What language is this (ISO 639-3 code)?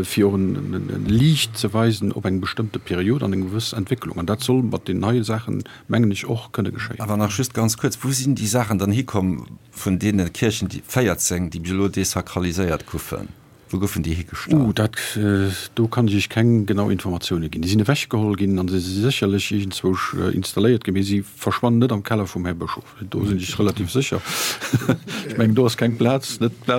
ltz